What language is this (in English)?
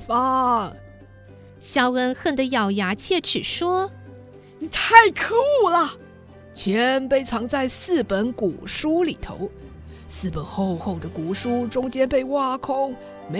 Chinese